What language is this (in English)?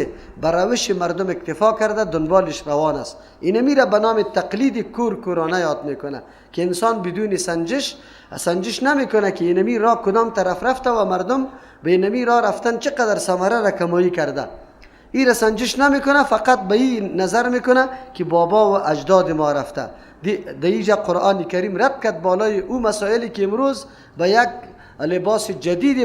Persian